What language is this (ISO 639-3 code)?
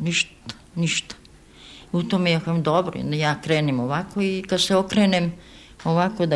srp